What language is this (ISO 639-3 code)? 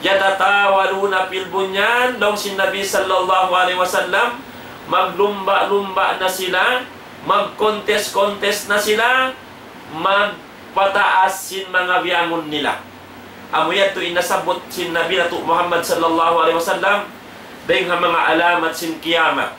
tsg